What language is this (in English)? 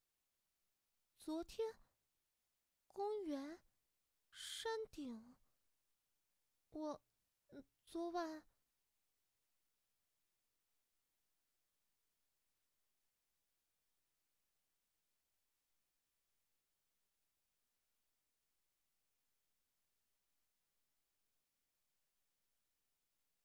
Chinese